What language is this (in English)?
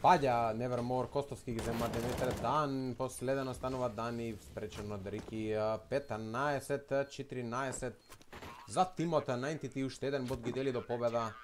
Macedonian